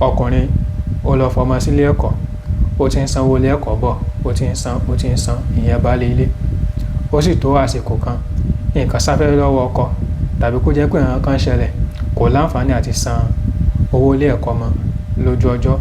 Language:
Yoruba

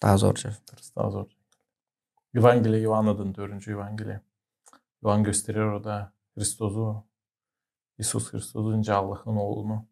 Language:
Gagauz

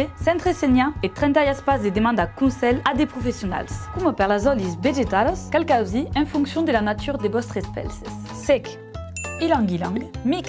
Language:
Occitan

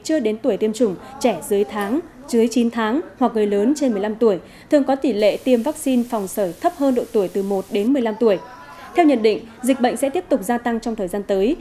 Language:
Vietnamese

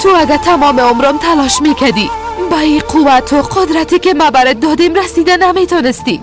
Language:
Persian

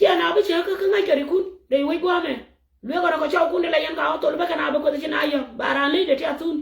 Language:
Nuer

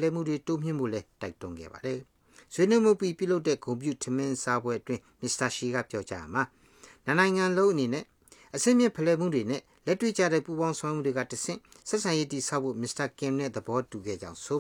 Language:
Burmese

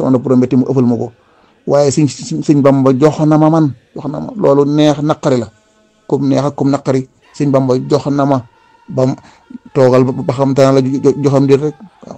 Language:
Wolof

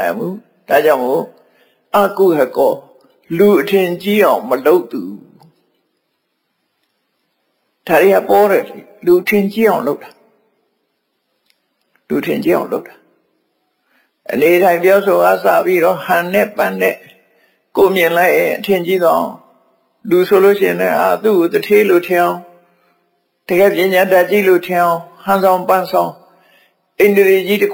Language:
Burmese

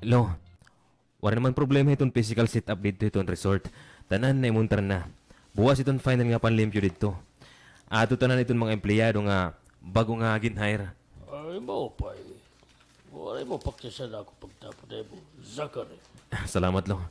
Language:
Waray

